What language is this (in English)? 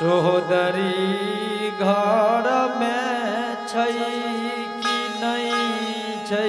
Angika